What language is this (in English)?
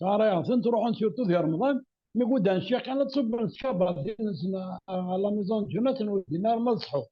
Kabyle